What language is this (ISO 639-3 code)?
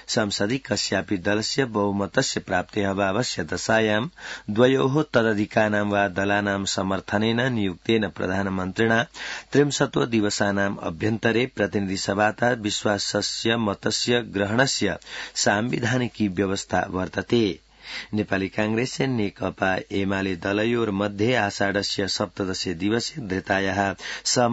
san